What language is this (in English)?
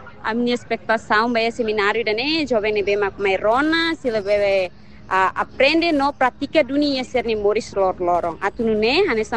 Tetum